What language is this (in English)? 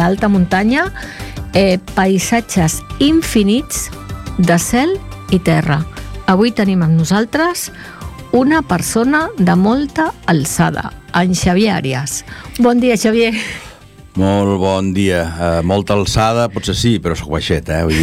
Catalan